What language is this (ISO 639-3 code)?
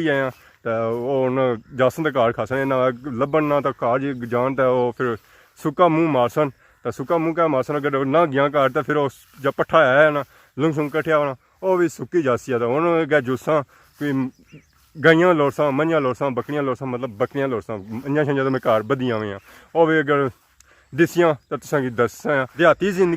phr